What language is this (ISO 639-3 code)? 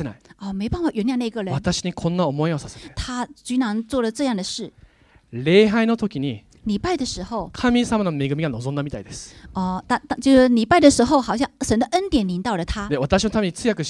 jpn